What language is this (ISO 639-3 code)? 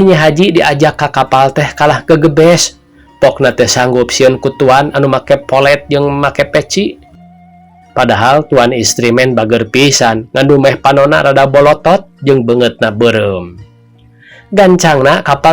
sun